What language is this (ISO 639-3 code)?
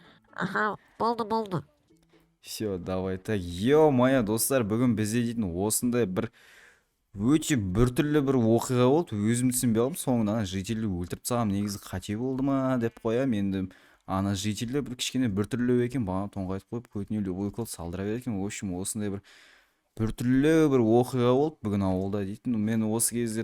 kaz